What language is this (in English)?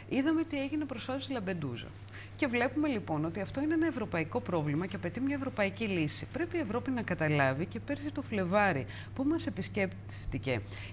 Greek